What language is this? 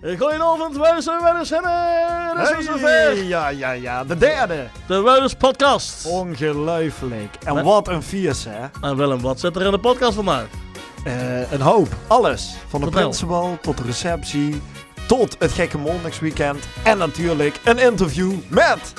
Limburgish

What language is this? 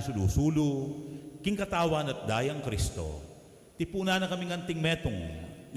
Pampanga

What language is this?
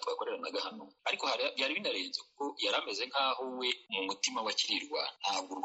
Kinyarwanda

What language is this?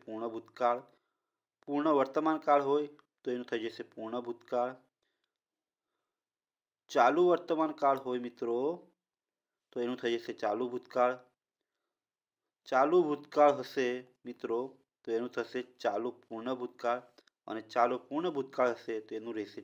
Gujarati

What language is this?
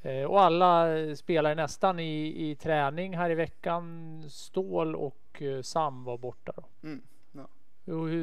Swedish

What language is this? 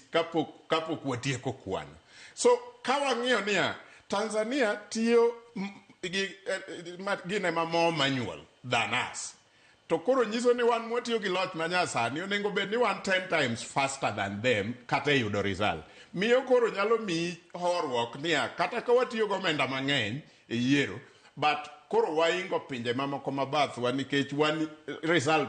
Luo (Kenya and Tanzania)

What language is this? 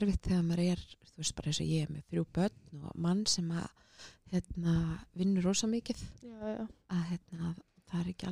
Icelandic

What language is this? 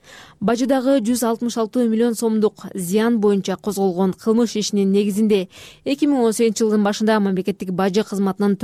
Kyrgyz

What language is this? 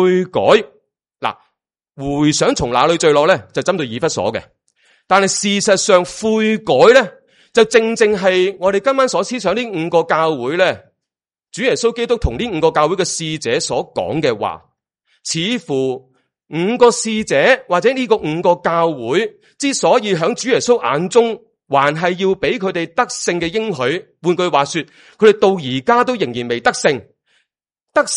Cantonese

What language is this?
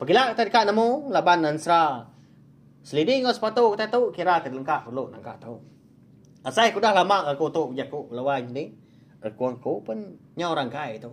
Iban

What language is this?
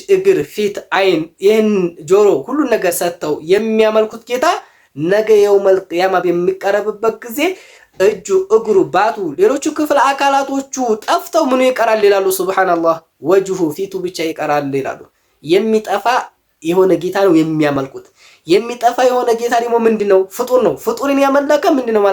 Amharic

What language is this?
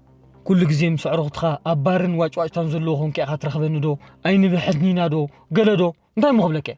Tigrinya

